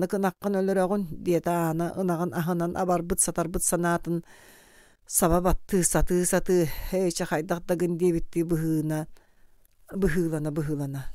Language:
Yakut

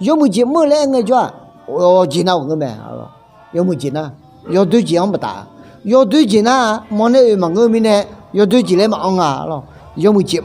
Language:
Akha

